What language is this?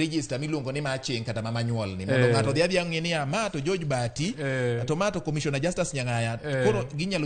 Luo (Kenya and Tanzania)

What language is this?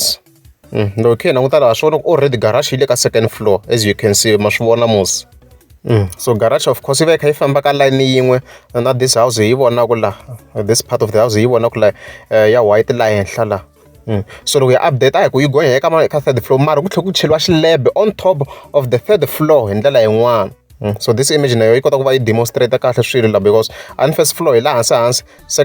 Tsonga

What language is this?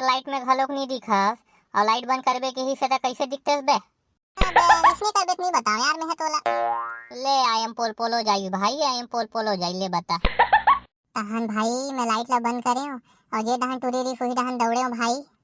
Chhattisgarhi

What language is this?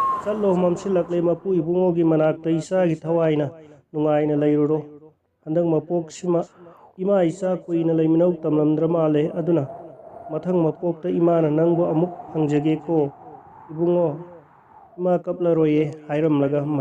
Manipuri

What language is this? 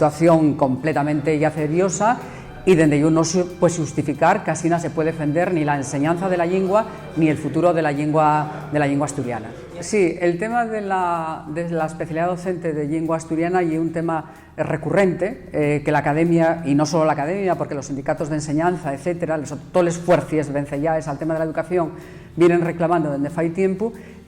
Asturian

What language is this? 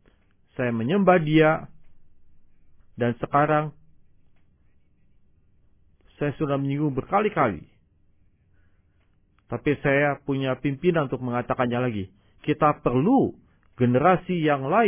Indonesian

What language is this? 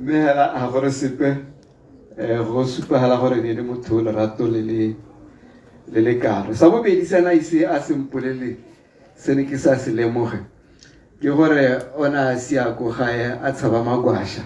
Tswana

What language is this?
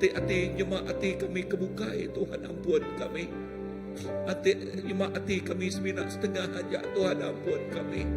Iban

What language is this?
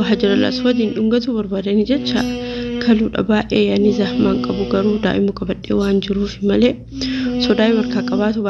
Oromo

